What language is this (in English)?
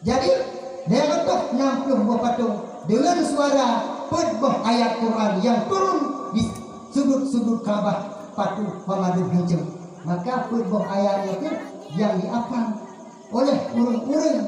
Achinese